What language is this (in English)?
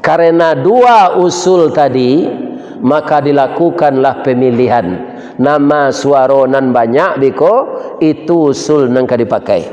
Minangkabau